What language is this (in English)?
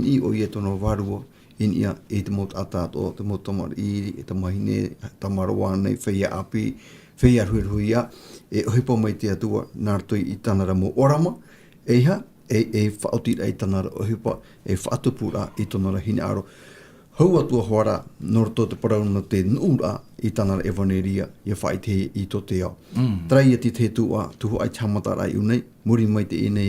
Tahitian